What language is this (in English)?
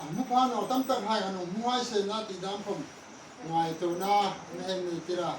Hmar